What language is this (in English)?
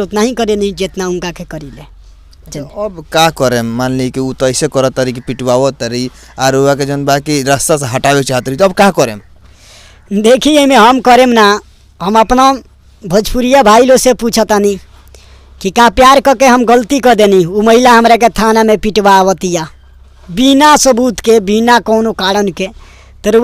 Bhojpuri